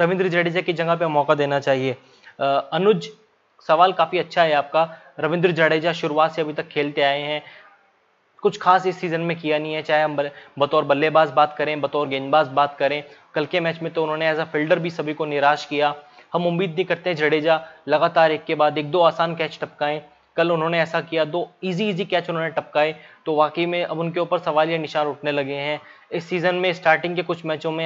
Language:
Hindi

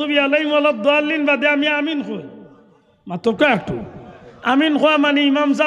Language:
Sylheti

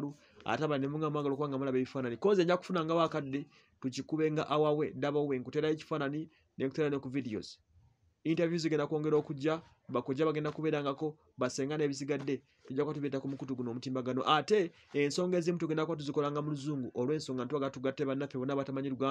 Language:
Ganda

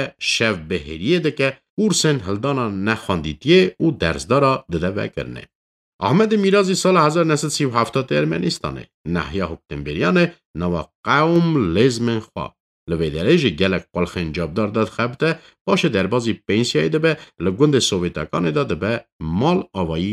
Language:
Kurdish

